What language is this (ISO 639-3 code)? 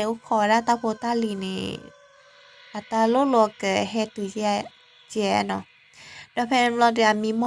ksw